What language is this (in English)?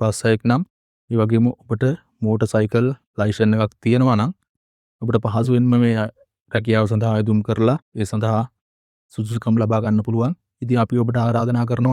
Sinhala